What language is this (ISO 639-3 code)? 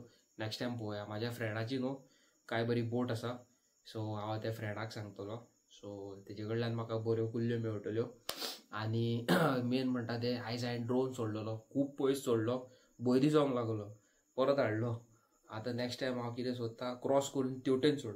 kok